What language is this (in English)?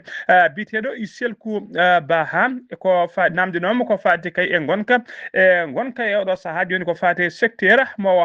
Fula